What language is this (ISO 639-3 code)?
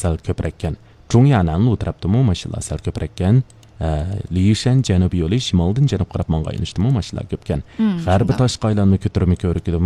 uig